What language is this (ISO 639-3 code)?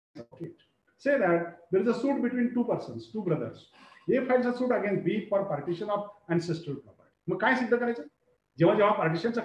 mar